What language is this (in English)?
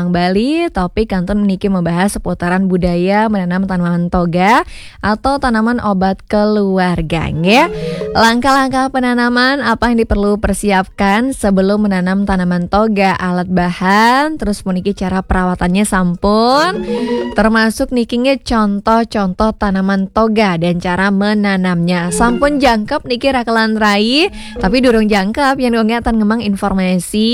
Balinese